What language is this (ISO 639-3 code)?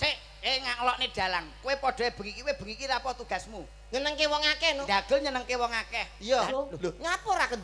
jav